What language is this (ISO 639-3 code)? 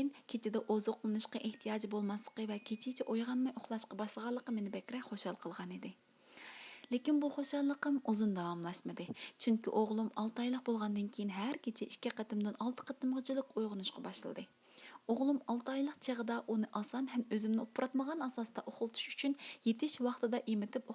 uig